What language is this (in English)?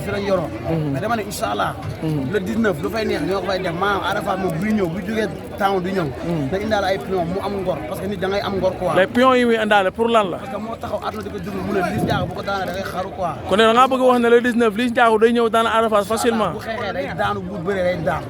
Wolof